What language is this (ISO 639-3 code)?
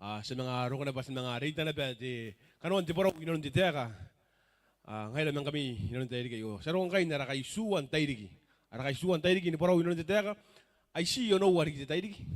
gil